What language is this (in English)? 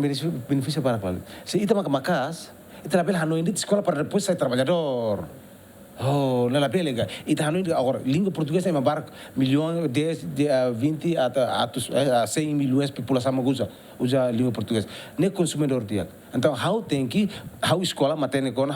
Tetum